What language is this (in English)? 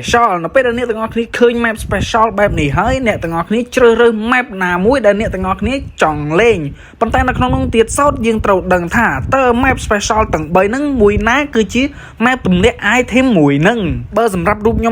Khmer